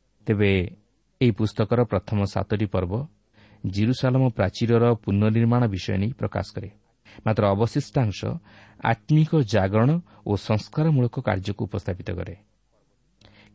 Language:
Odia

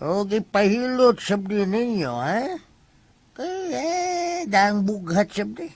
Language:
Cebuano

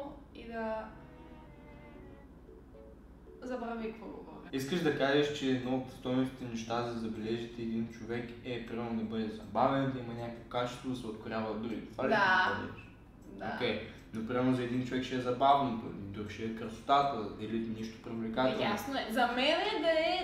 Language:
Bulgarian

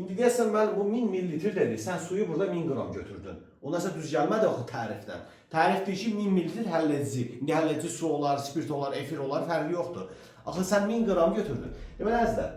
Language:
Azerbaijani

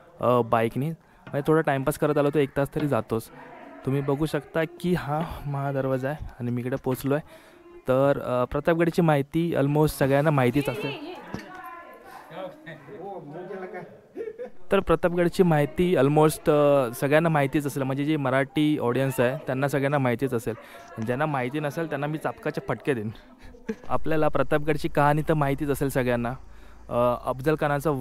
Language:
Marathi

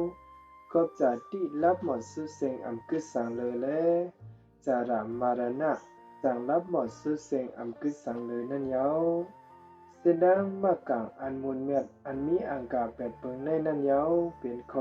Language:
Shan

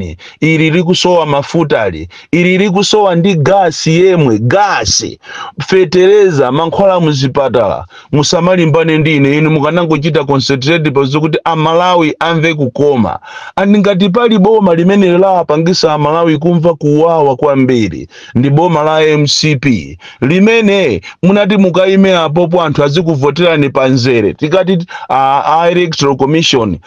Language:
Nyanja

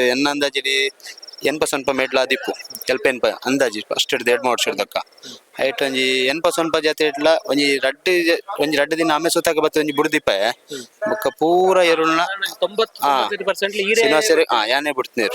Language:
Tulu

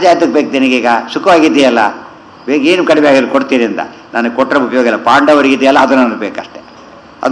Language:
Kannada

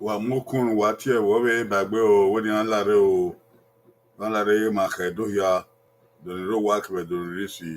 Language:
Bini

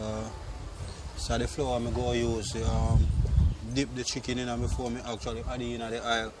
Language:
Jamaican Creole English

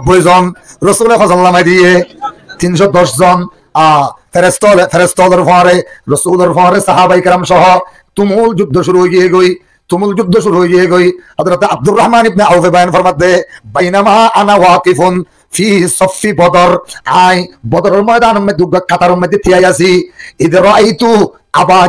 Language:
Rohingya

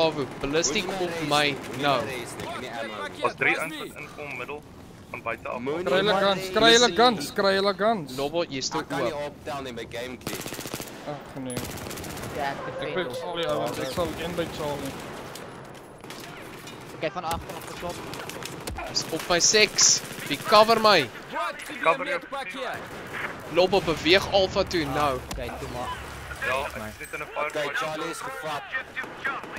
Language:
Afrikaans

